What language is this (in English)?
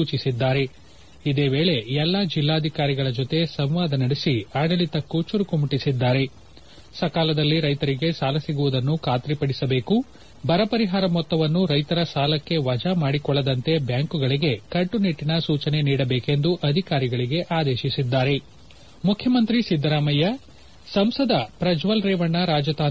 Kannada